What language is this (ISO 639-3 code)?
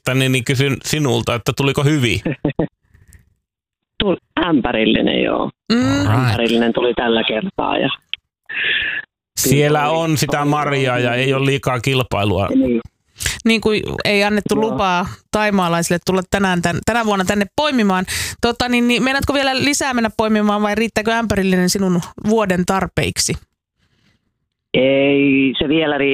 fin